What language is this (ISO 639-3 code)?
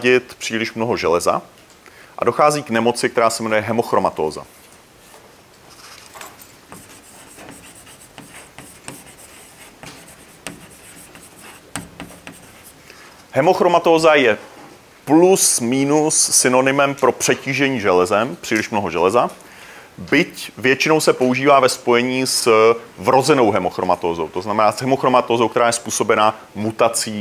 ces